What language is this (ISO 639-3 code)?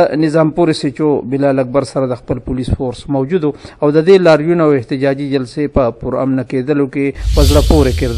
pus